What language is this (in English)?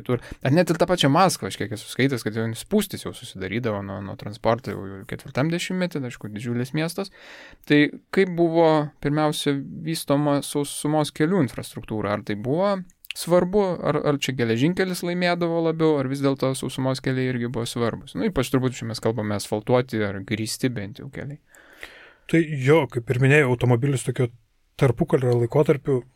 Lithuanian